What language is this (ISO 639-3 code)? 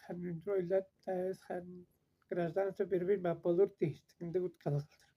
tyv